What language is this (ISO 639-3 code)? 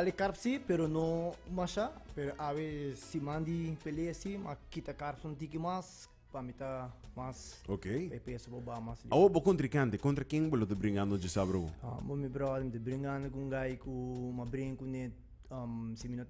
pap